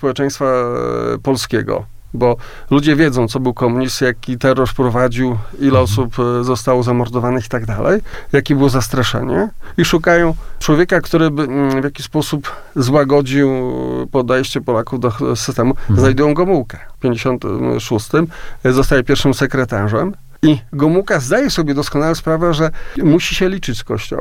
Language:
Polish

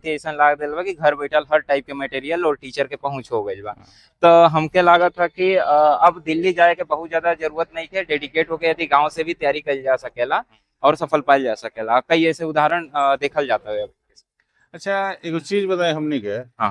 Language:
Bhojpuri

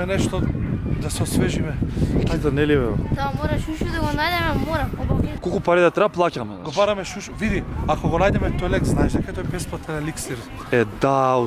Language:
Macedonian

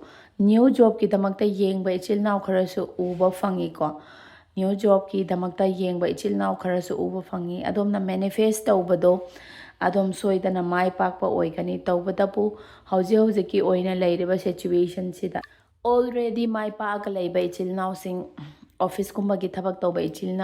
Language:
Manipuri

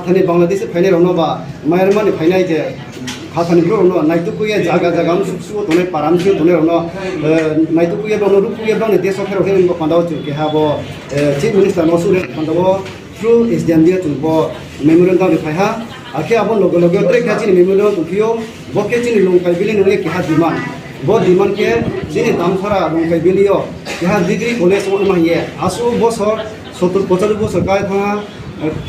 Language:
Riang (India)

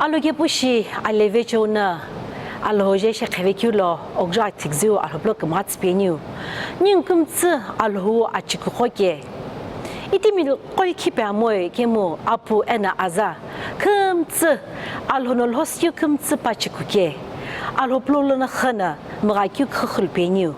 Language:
Sumi Naga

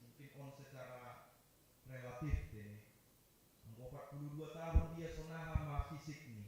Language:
Batak Simalungun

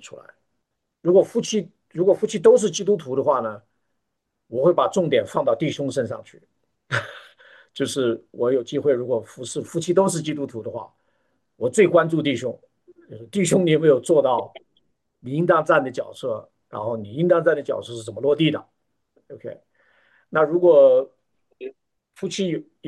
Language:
Chinese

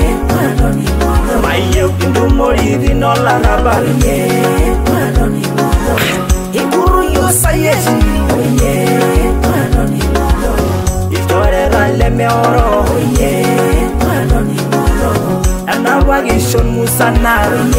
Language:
Masai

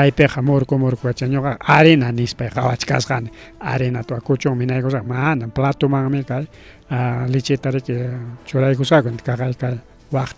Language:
Ayacucho Quechua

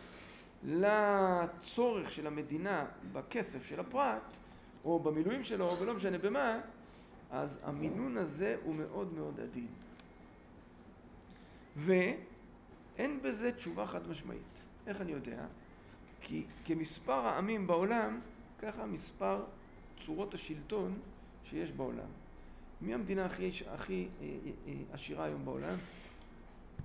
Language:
Hebrew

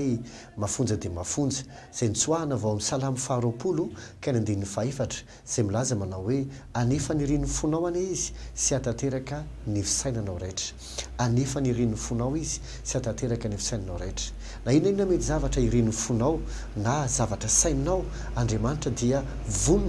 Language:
Malagasy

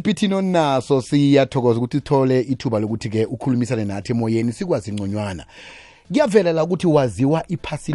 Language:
South Ndebele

